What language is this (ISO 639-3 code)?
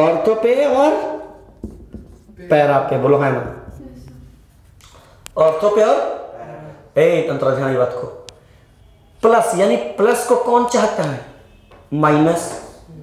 hin